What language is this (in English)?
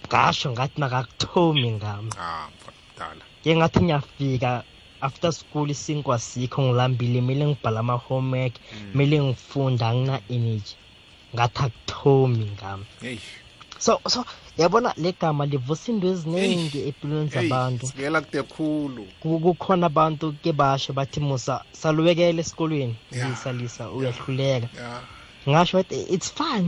South Ndebele